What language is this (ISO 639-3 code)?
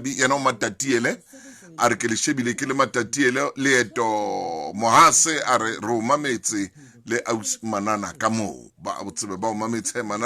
sot